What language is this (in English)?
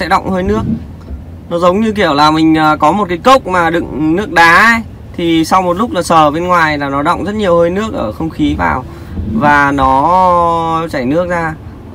Vietnamese